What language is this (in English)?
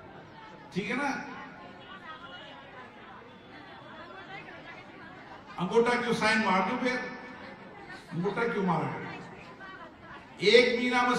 Hindi